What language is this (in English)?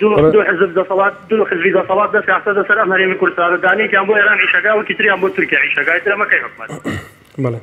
Central Kurdish